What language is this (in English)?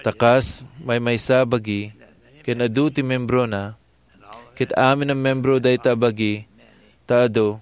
Iloko